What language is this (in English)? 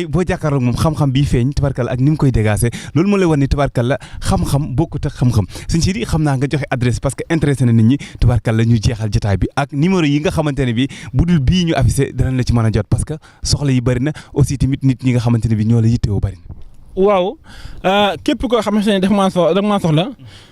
Wolof